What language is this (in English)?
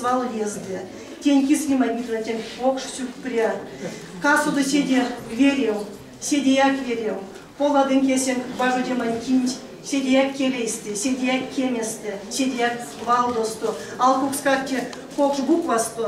Erzya